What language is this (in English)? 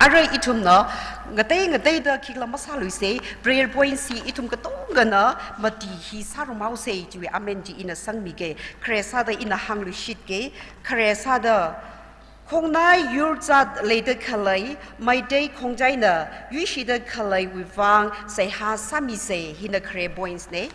Tangkhul Naga (India)